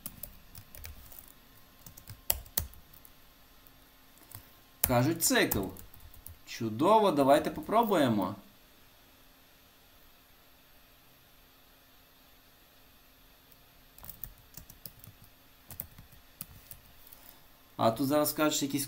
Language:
Ukrainian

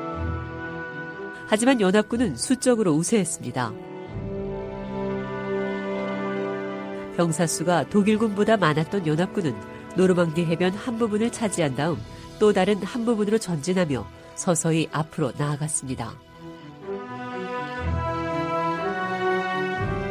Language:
Korean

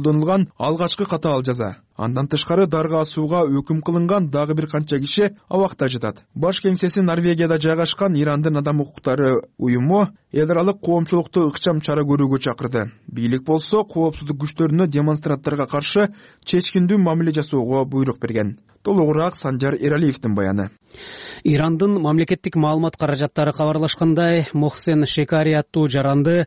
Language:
Kyrgyz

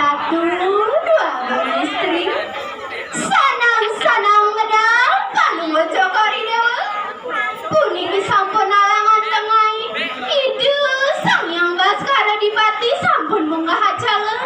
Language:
Balinese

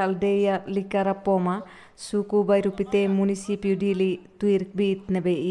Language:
Tetum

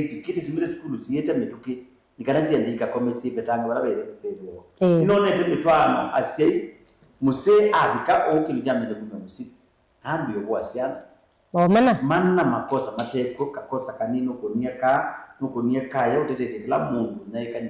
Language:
Kamba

